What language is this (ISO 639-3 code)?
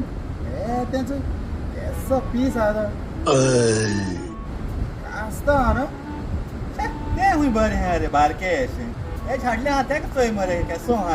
kok